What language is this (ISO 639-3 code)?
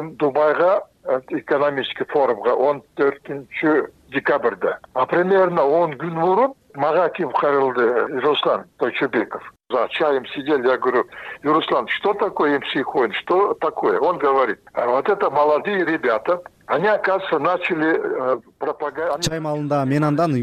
kir